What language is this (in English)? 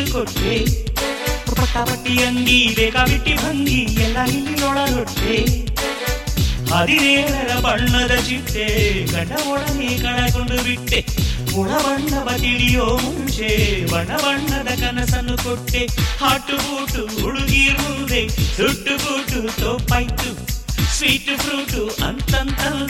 Kannada